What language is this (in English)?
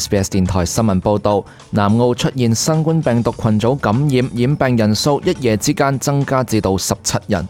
Cantonese